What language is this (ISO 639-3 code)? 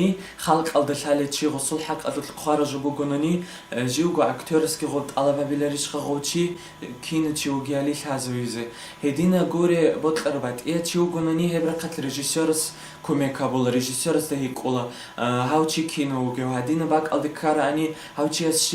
ava